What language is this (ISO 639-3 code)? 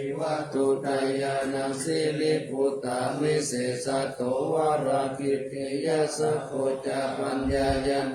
pli